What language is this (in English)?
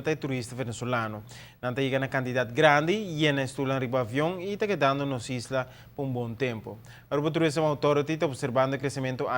Papiamento